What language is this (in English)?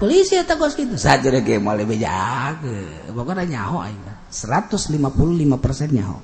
Sundanese